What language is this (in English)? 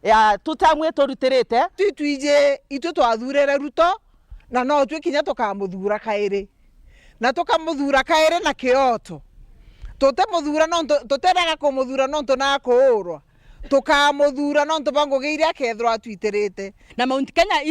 Meru